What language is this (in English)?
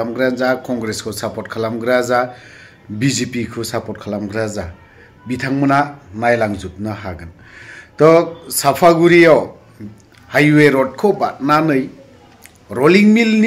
Bodo